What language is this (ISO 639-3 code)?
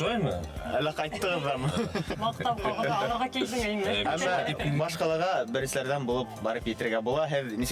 bak